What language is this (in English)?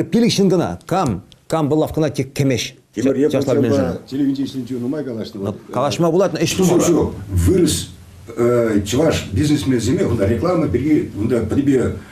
Chuvash